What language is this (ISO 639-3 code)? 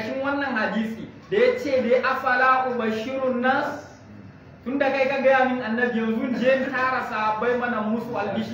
hau